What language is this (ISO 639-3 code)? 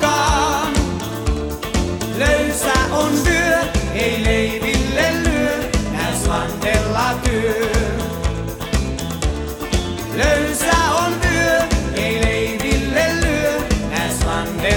fin